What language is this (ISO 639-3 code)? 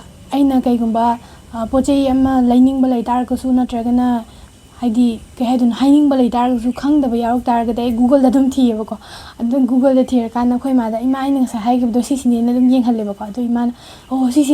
mni